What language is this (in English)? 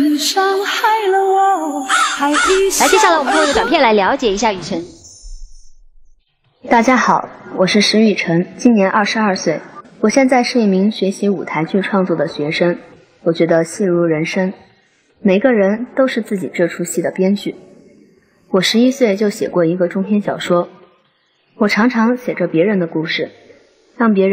Chinese